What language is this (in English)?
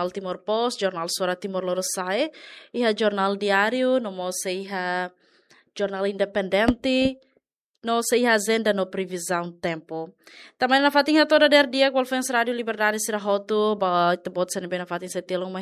Tetum